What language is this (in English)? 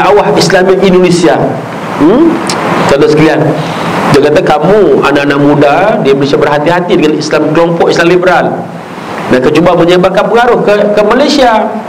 Malay